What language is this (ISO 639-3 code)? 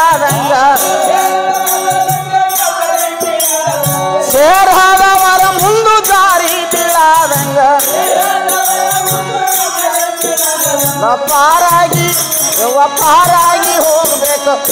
kan